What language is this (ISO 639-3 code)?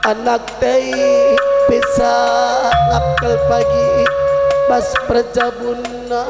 btx